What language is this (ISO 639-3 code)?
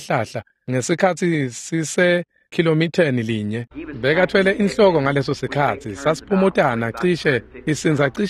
ssw